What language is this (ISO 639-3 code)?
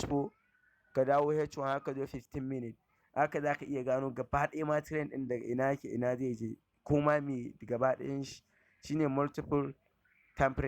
hau